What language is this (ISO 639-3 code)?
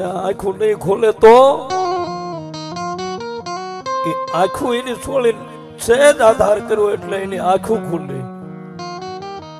guj